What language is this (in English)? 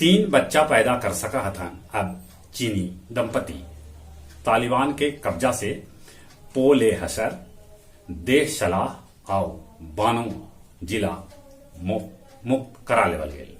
Magahi